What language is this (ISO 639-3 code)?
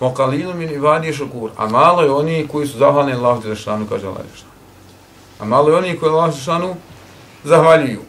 bos